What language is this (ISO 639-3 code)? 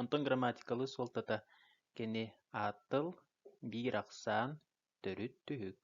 sah